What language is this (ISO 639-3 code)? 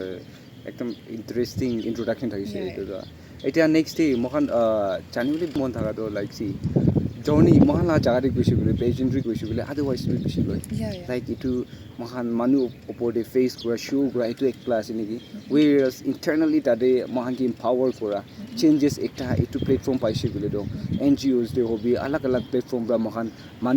nag